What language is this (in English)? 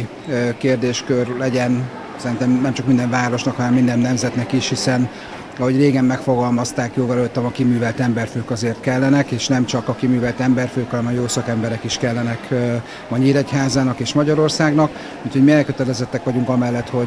Hungarian